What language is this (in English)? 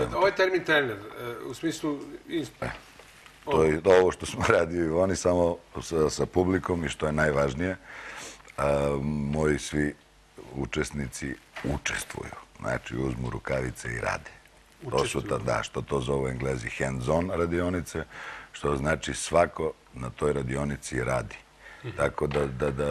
Serbian